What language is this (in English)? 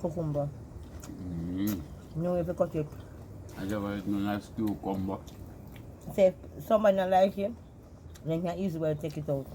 Jamaican Creole English